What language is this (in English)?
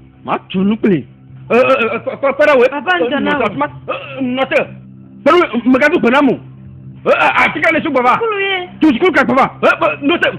Ewe